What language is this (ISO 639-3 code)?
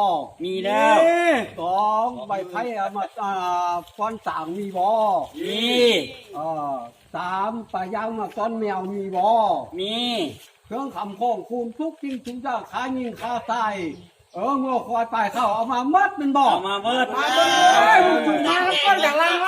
lao